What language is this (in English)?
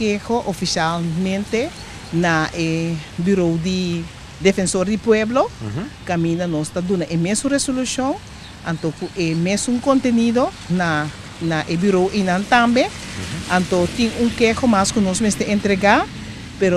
Papiamento